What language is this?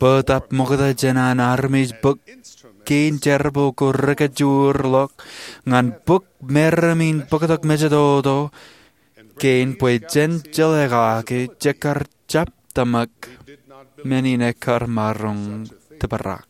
Marshallese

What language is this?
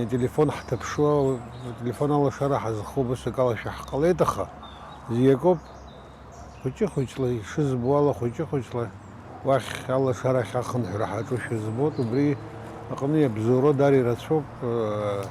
Abkhazian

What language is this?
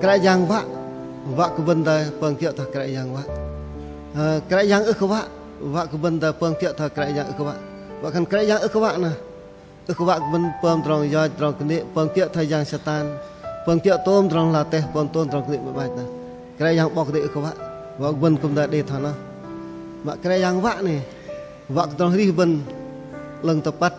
Bahnar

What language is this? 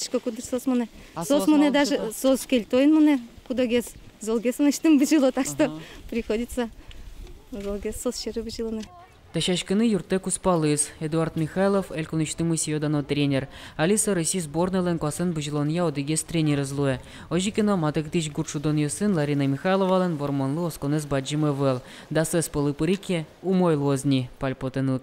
Udmurt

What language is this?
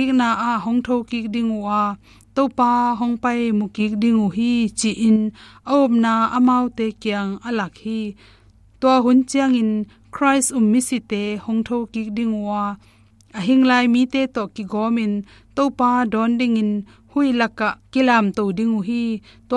Tedim Chin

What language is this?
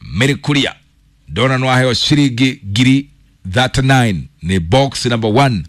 Kikuyu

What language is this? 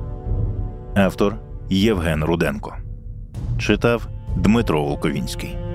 Ukrainian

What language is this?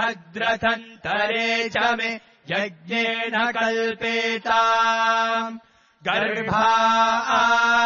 Sanskrit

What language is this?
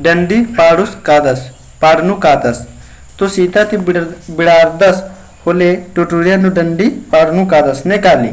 Kurukh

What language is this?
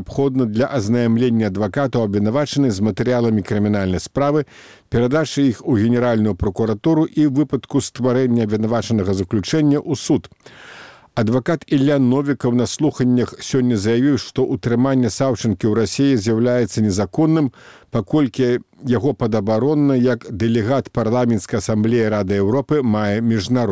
Belarusian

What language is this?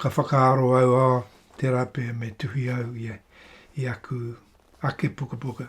Māori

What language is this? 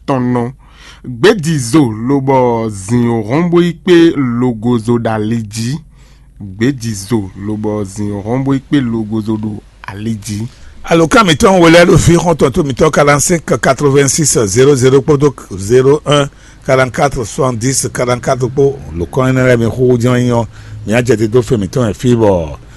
Fon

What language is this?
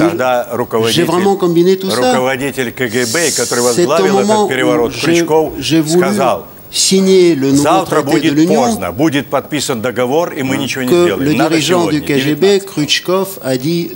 French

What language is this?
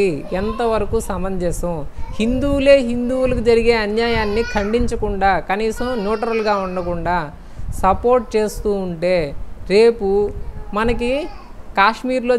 Telugu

